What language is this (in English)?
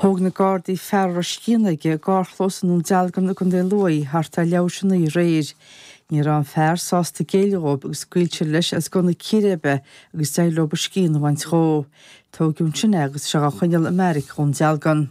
Irish